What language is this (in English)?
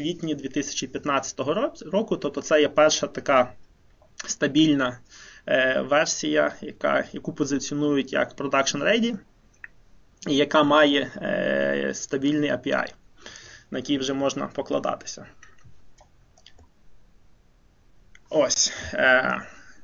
Ukrainian